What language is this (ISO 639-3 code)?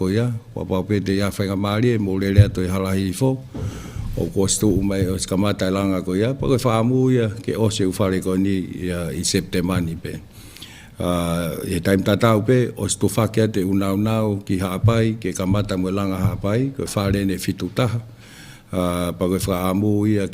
ton